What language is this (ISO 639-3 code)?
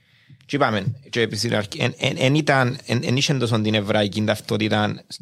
ell